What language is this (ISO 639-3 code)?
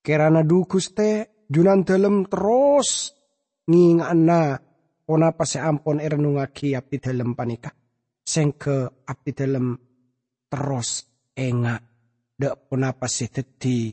mad